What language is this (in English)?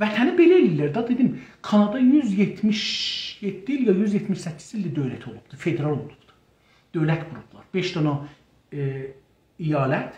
South Azerbaijani